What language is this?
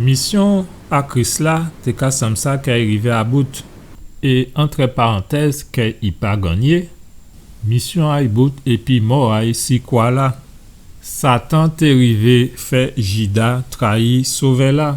Guadeloupean Creole French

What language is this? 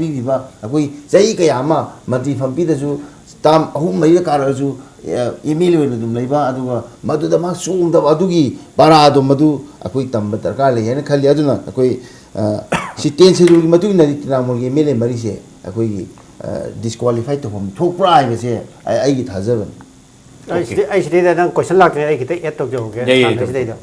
Manipuri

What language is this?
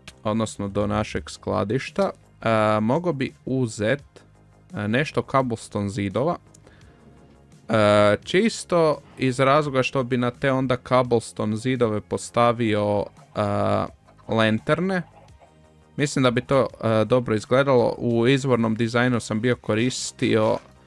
Croatian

